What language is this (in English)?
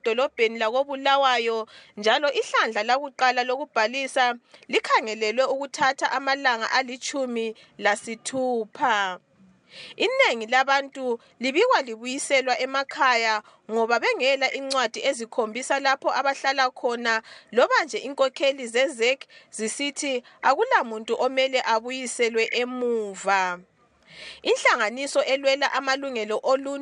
North Ndebele